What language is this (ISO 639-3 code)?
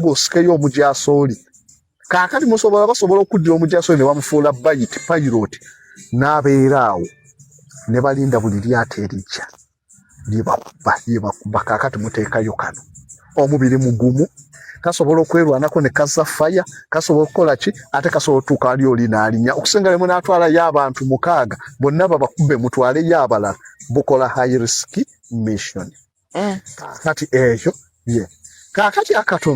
lug